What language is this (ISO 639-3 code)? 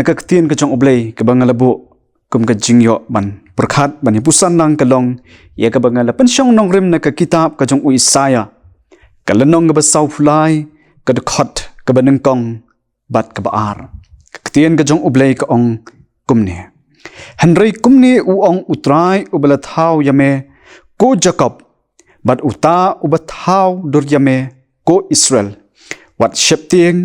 kha